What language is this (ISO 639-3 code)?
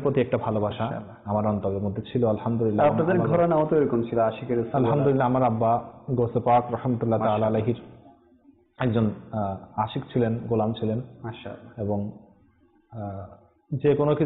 ben